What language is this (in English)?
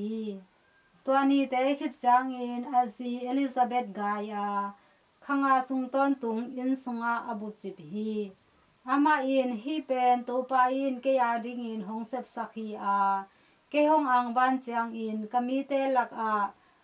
Tedim Chin